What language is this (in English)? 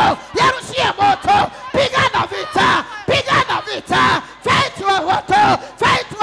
Swahili